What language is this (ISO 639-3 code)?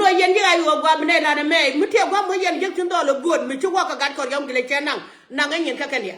nus